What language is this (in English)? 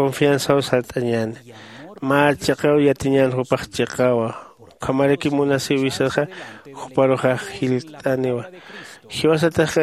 Aymara